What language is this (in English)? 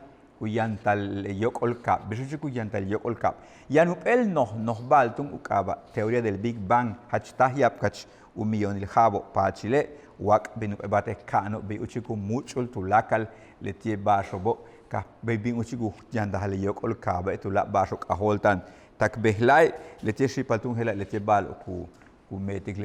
Yucateco